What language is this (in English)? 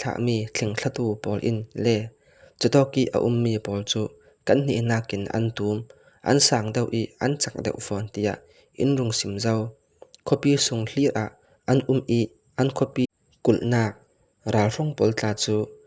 Falam Chin